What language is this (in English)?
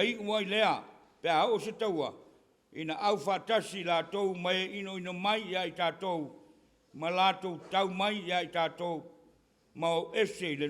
Samoan